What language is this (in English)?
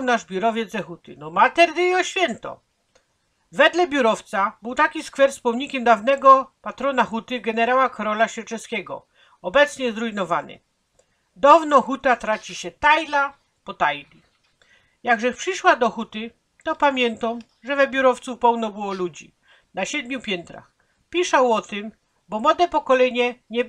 Silesian